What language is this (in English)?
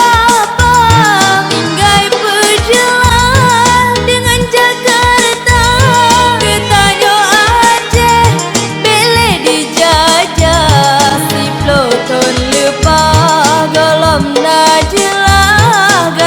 Achinese